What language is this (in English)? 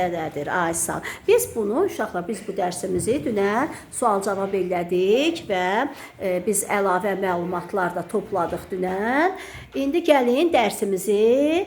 Azerbaijani